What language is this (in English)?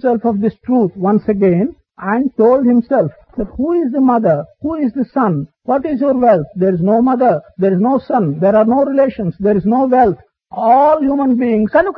Telugu